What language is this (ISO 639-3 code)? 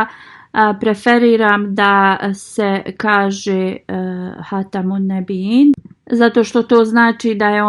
bos